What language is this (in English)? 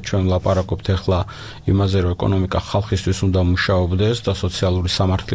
Georgian